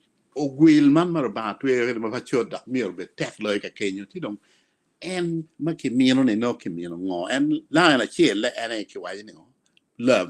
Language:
Acoli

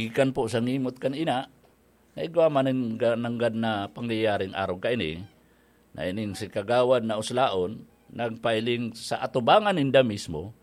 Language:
Bikol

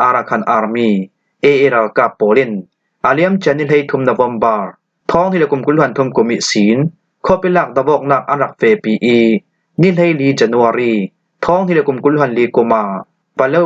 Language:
Falam Chin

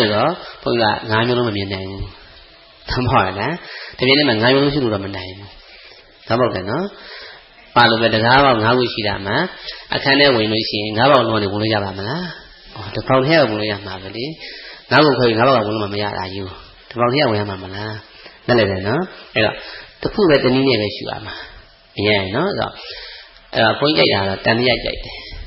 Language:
Burmese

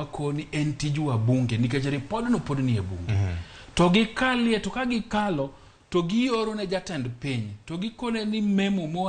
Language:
Luo (Kenya and Tanzania)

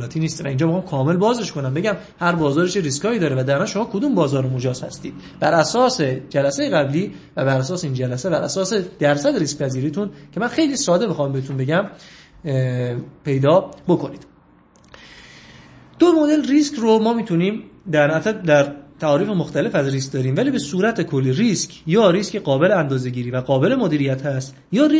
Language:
Persian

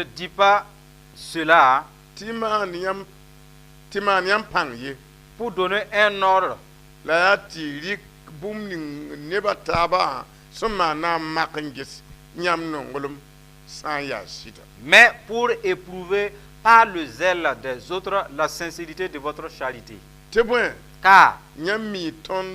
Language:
Mossi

